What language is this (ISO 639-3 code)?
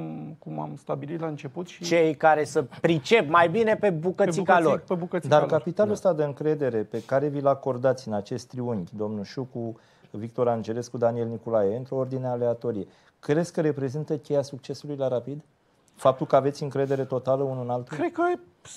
ron